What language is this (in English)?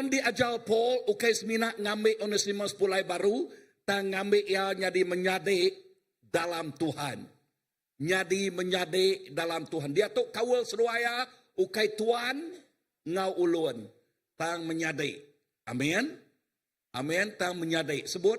Iban